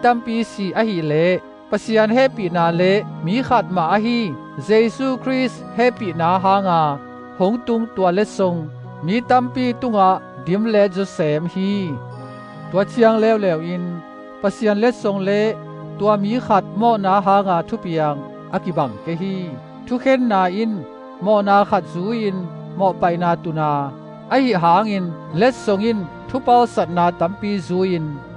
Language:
Tedim Chin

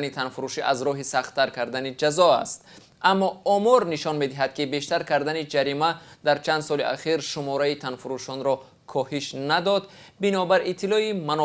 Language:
Tajik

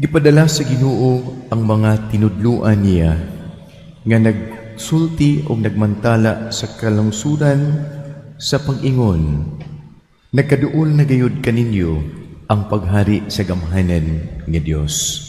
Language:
Cebuano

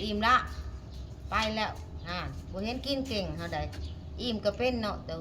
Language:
Northeastern Thai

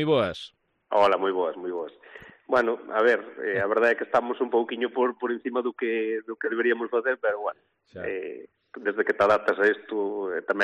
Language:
Galician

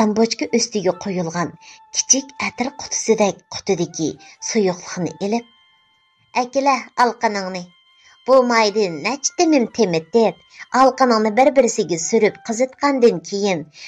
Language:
Uyghur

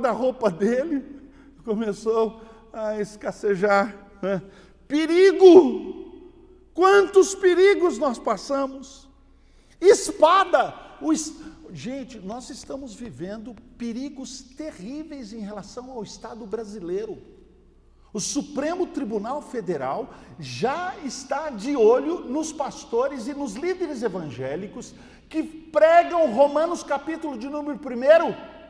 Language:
Portuguese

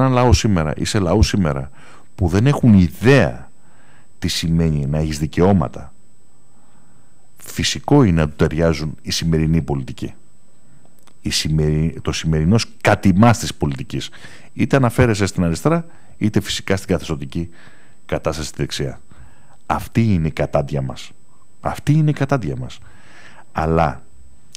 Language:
Greek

